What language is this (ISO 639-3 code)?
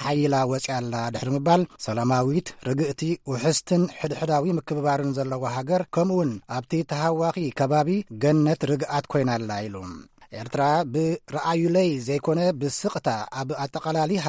tir